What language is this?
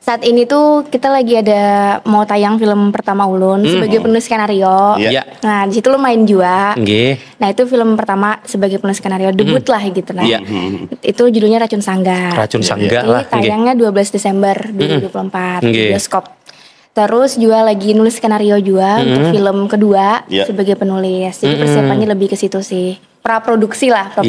Banjar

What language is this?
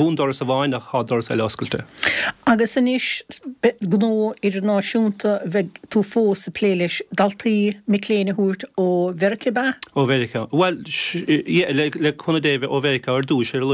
Irish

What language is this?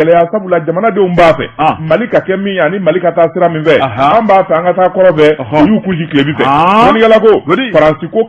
Bambara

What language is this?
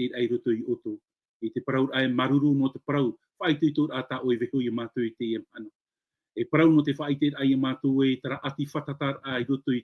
Tahitian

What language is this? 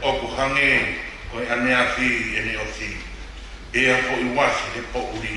Tongan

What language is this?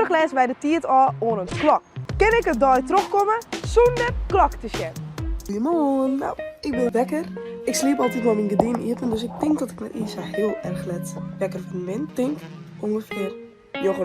Western Frisian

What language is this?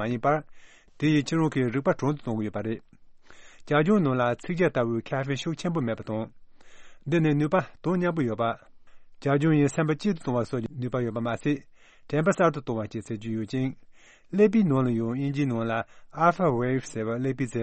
Tibetan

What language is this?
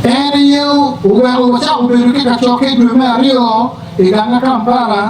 Acoli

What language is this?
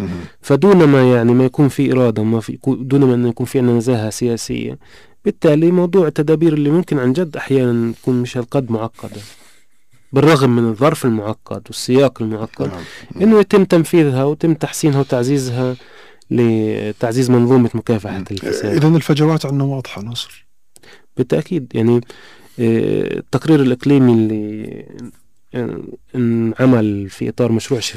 North Levantine Arabic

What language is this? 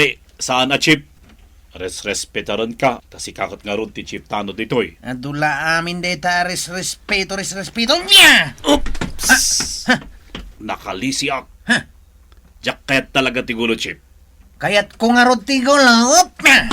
Iloko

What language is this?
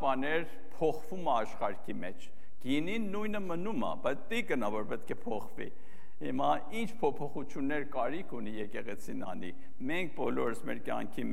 Armenian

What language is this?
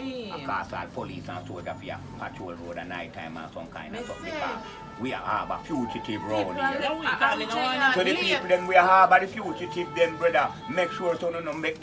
Jamaican Creole English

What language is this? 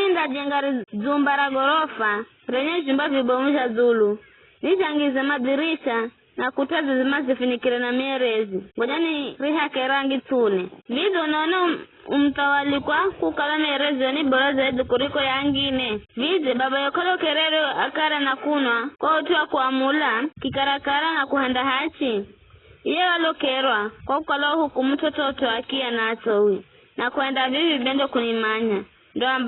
Giryama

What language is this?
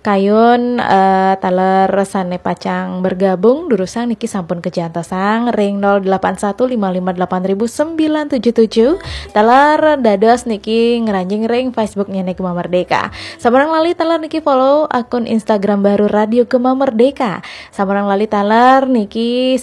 Balinese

